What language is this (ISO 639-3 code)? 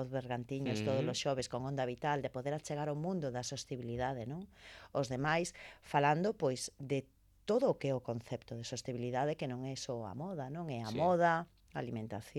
glg